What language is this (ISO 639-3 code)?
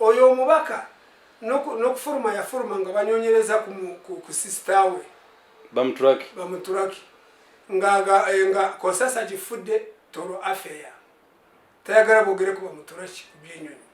lug